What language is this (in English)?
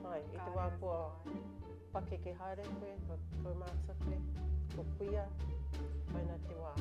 Māori